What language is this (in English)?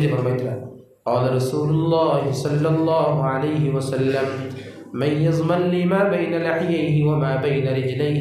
Sylheti